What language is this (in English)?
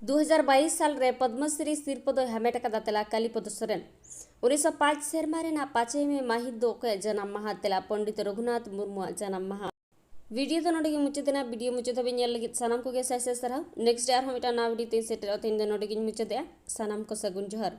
Santali